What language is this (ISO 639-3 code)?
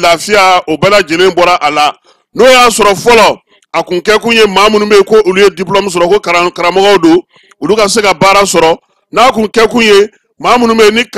bam